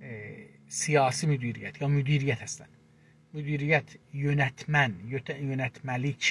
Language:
South Azerbaijani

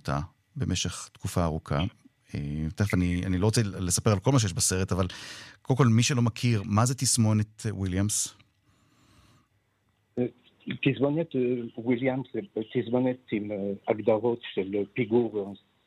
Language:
Hebrew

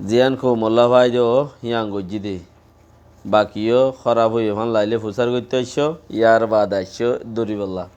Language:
Rohingya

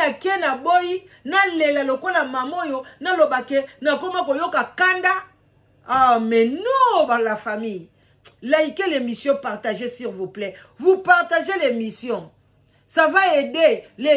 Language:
Lingala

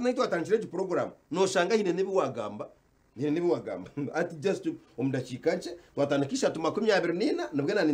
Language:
Nyankole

